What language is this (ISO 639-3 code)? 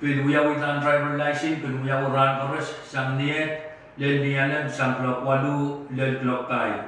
pon